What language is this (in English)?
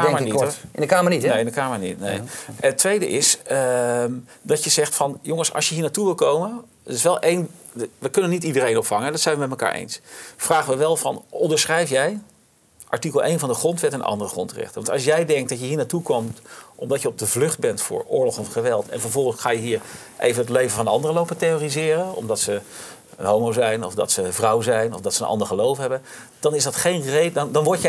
Dutch